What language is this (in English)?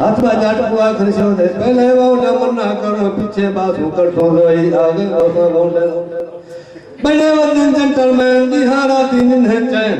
Saraiki